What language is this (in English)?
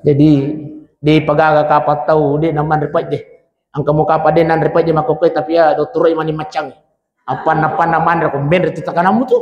Buginese